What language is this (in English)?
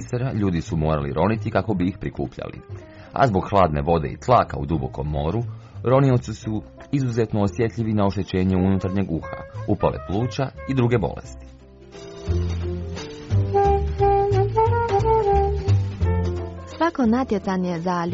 Croatian